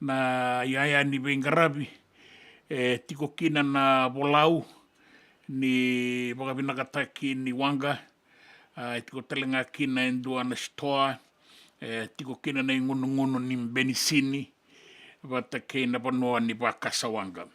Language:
Fijian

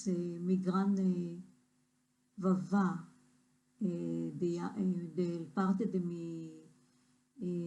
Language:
Ladino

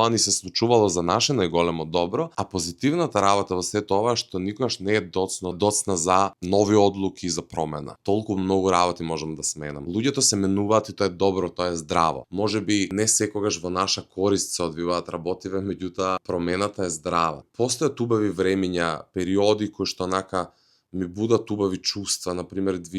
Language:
Macedonian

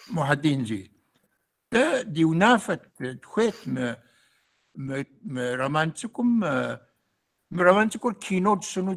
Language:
Kabardian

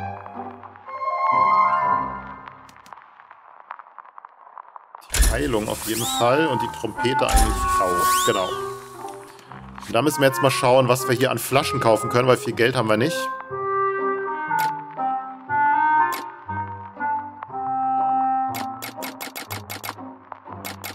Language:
German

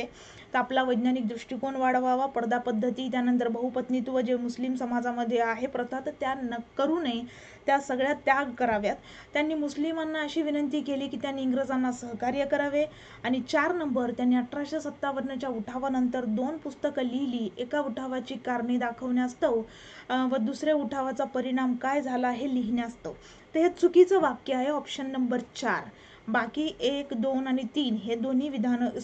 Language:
Marathi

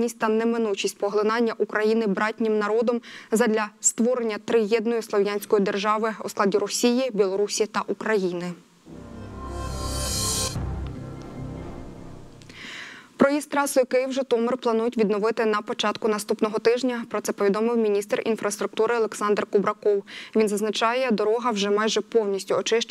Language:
Ukrainian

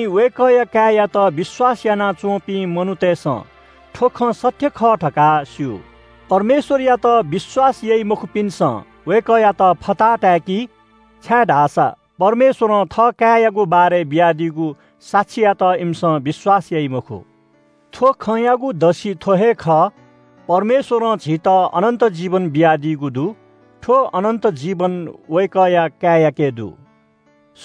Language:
Newari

